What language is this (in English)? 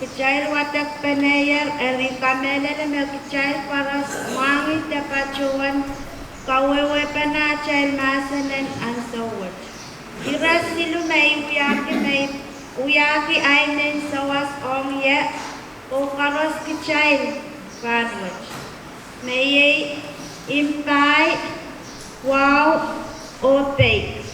Pohnpeian